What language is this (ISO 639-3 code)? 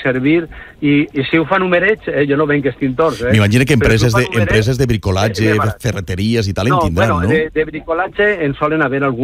cat